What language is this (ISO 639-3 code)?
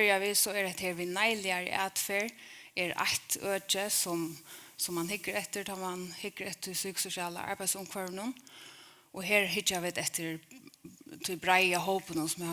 fao